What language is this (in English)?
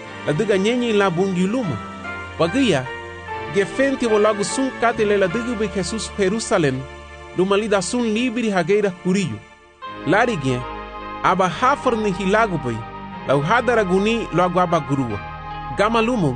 Garifuna